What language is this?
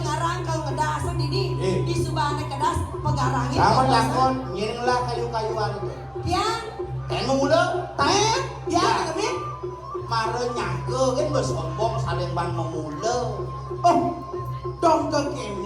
Balinese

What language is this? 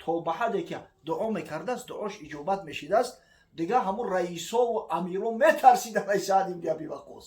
Tajik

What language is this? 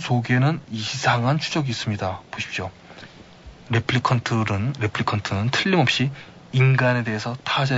Korean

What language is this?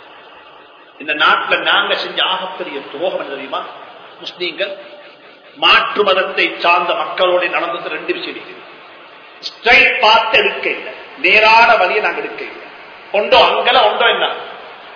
Tamil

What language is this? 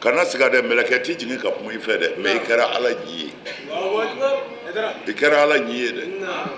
Bambara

